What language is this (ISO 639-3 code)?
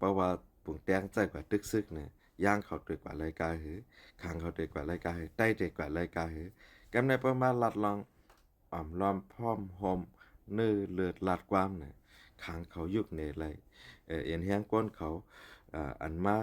shn